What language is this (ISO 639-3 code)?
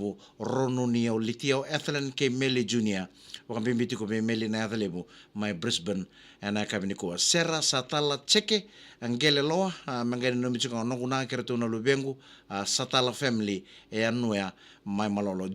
fij